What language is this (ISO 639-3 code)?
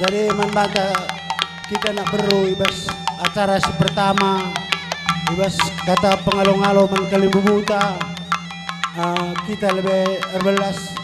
btx